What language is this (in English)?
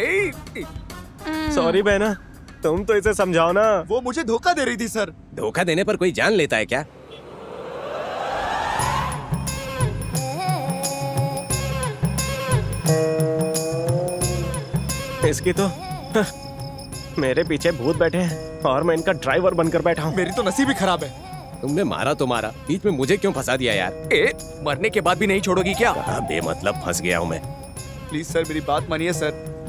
Hindi